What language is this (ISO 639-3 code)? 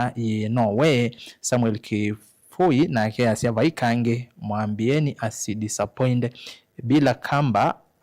kam